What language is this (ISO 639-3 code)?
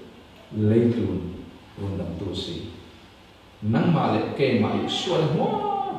cfm